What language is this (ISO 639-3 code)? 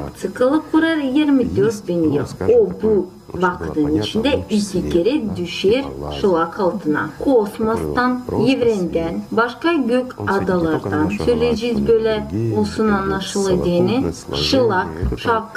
gag